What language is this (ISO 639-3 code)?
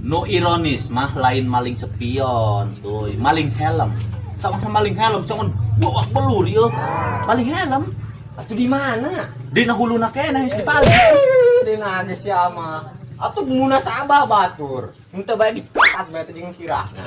sun